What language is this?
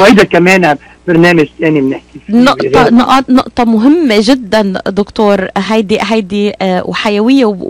North Levantine Arabic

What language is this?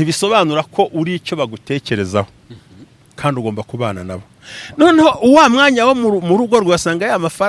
Kinyarwanda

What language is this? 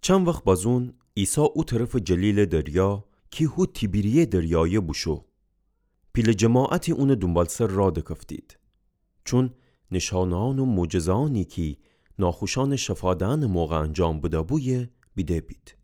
Gilaki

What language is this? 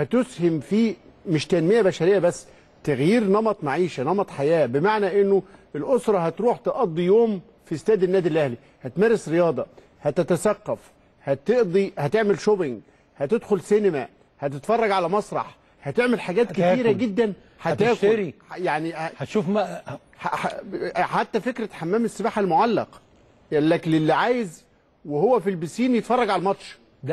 Egyptian Arabic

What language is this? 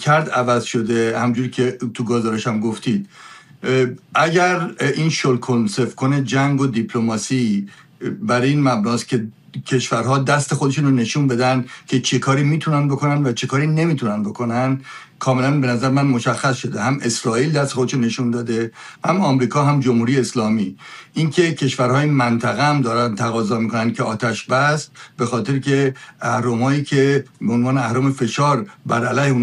Persian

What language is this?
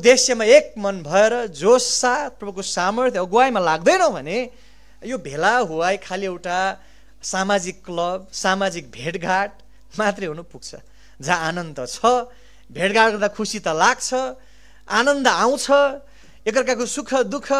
Nepali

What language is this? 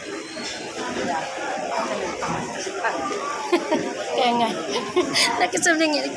Bikol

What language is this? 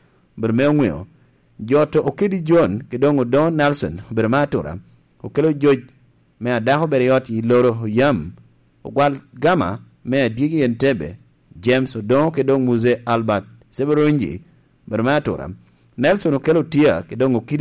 Lango (Uganda)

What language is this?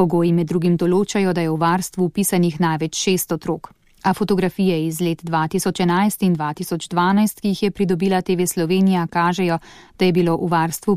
Slovenian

